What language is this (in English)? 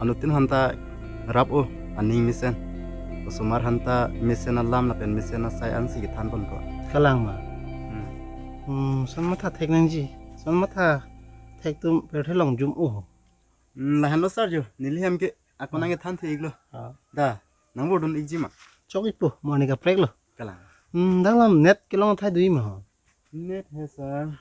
Karbi